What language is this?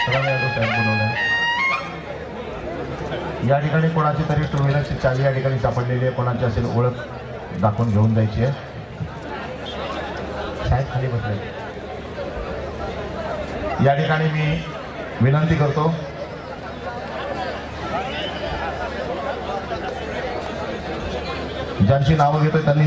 Marathi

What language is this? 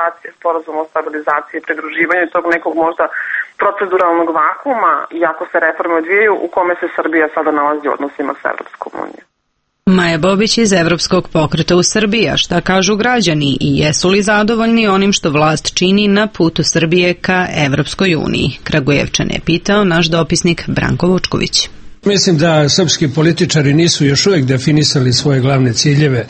Serbian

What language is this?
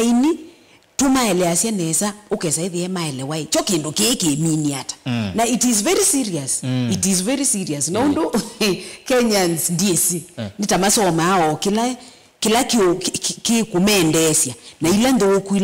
Kamba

